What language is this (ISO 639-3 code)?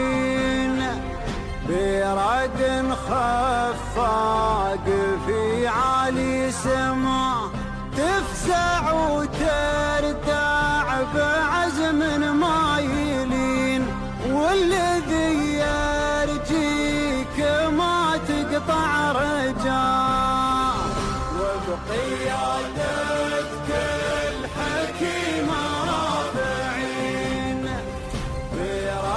afb